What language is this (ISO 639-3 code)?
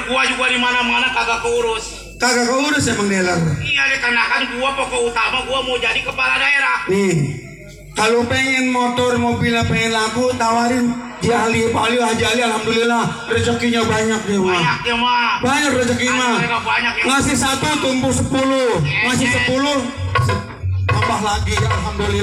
bew